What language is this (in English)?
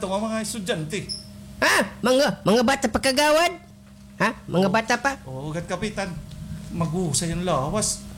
Waray